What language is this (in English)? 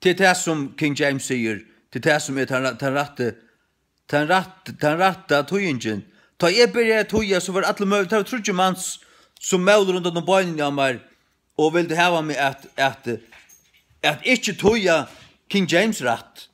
Faroese